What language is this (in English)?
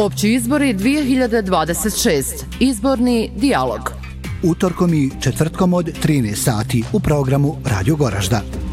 Bosnian